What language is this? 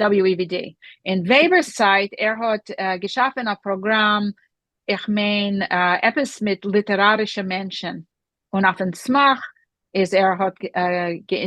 Yiddish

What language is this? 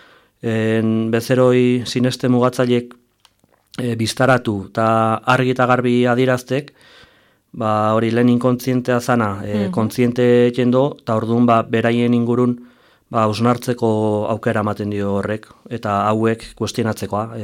Basque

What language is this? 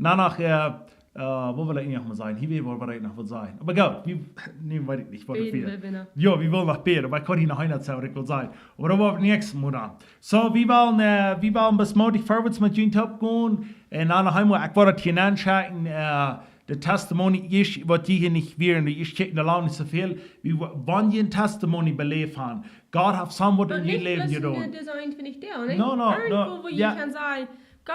Plautdietsch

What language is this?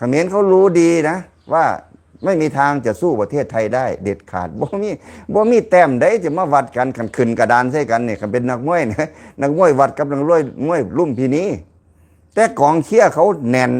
Lao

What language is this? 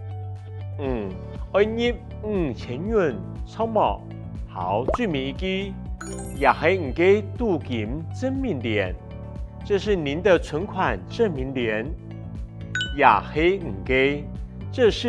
Hakka Chinese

